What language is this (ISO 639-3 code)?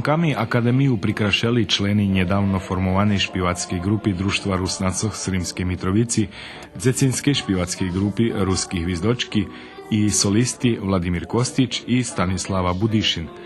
rue